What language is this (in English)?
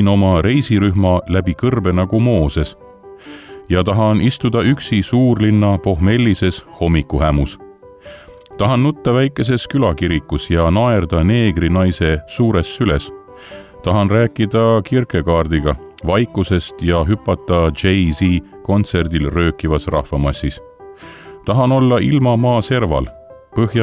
Estonian